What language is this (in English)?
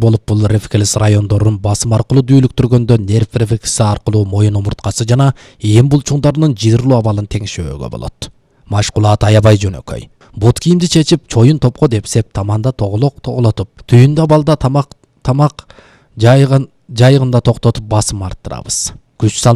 Kyrgyz